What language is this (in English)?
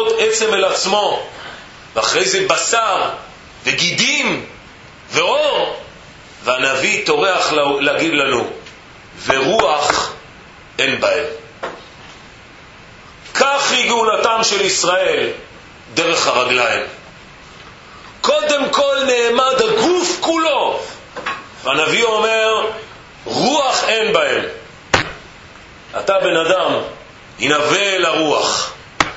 Hebrew